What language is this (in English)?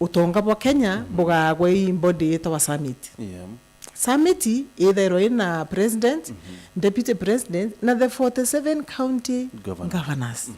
Meru